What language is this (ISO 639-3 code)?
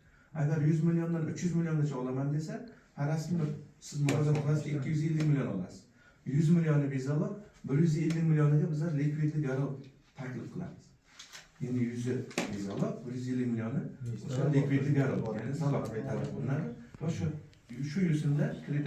uzb